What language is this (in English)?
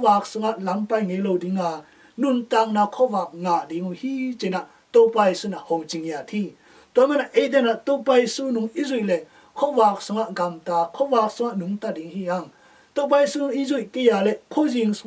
Tedim Chin